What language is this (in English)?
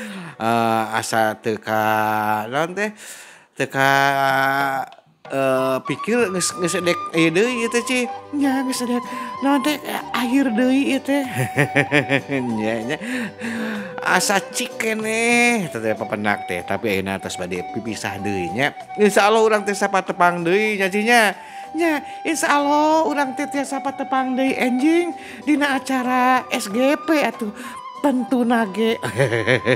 Sundanese